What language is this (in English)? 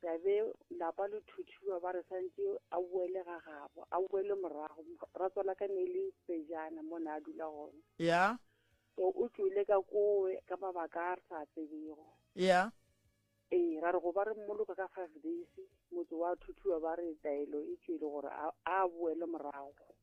Northern Sotho